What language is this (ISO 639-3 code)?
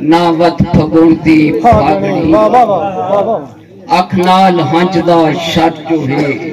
skr